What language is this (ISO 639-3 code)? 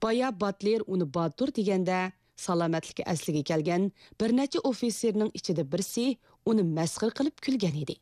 uig